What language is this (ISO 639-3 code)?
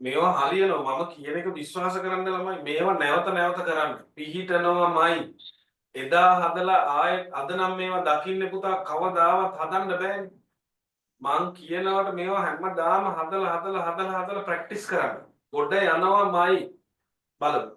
sin